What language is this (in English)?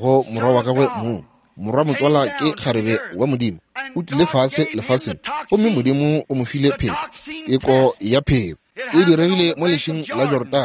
Northern Sotho